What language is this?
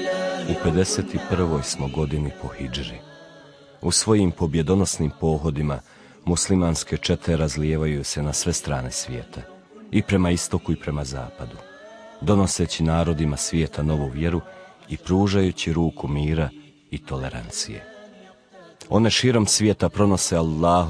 Bosnian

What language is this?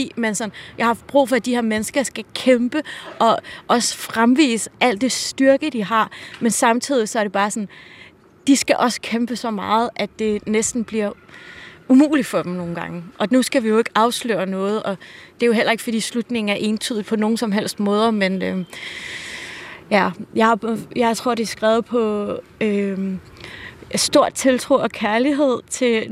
Danish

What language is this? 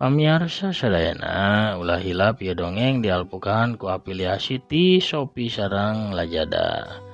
Sundanese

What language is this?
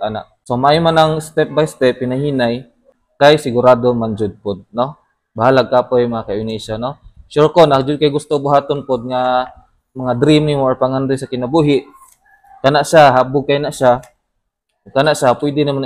Cebuano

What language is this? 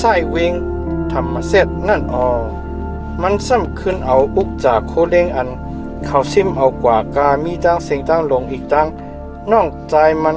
Shan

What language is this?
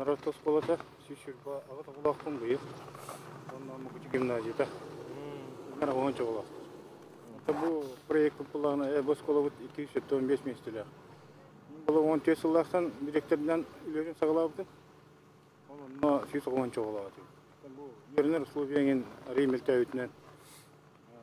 Yakut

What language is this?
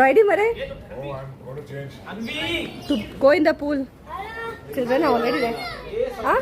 Konkani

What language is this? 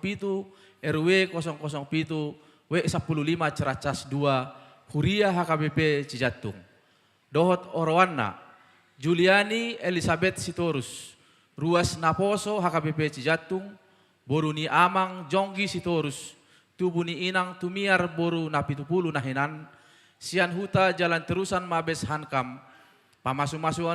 Batak Toba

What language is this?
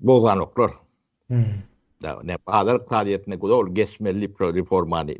Turkmen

